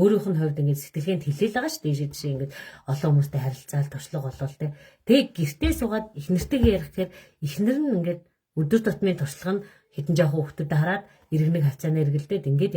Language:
Mongolian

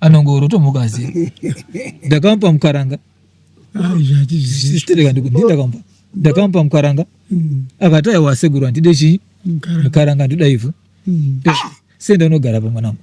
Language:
Shona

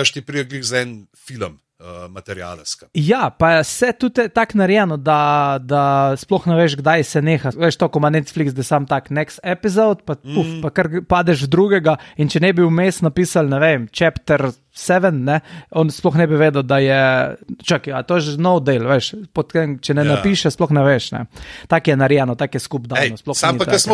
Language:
Slovenian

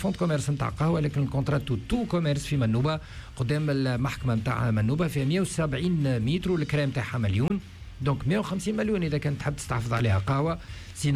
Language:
Tunisian Arabic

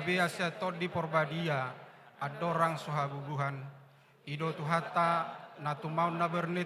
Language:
Batak Toba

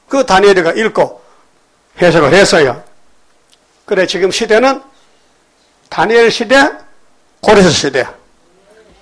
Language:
Korean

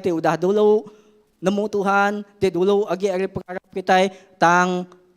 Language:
Iban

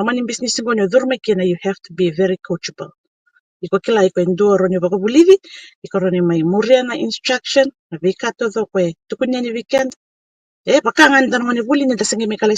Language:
Fijian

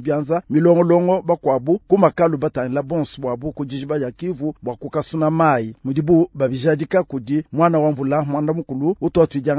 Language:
Luba-Lulua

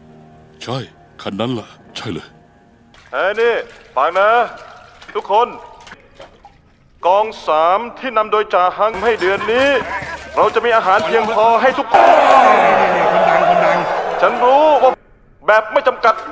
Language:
Thai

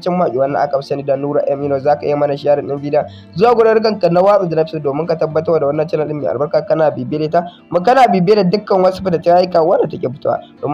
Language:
Hausa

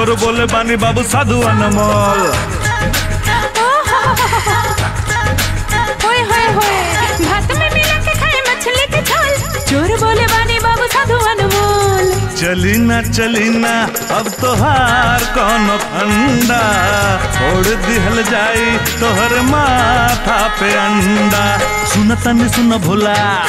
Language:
Bhojpuri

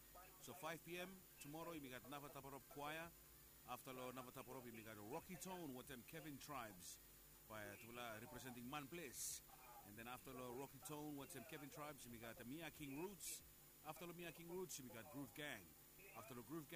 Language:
Bislama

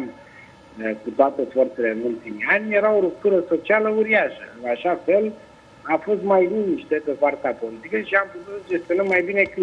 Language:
Romanian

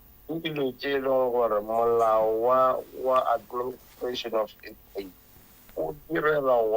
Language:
Northern Sotho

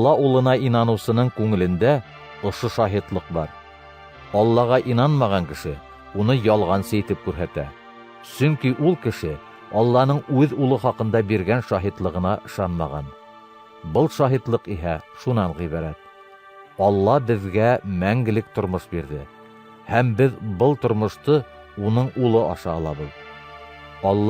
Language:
Bashkir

